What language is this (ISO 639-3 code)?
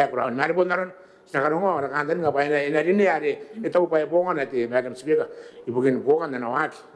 gil